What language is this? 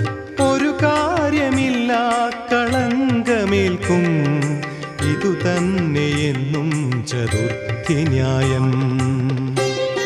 Malayalam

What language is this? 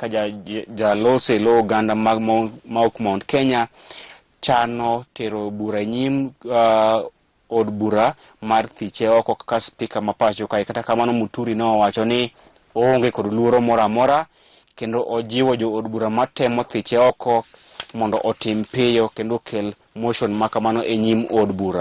Luo (Kenya and Tanzania)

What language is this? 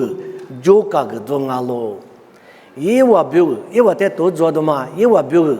Lisu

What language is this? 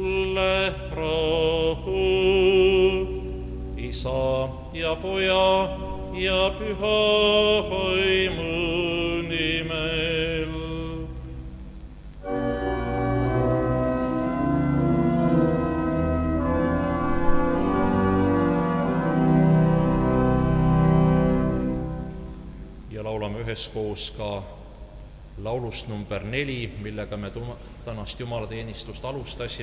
Estonian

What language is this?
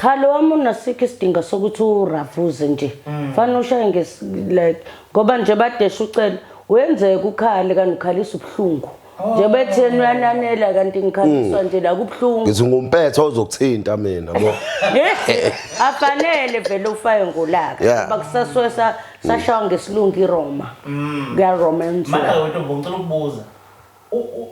Zulu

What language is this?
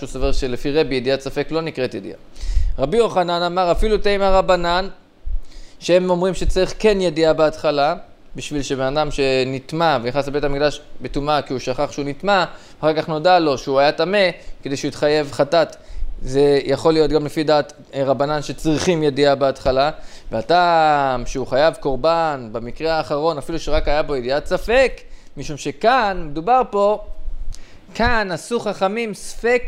Hebrew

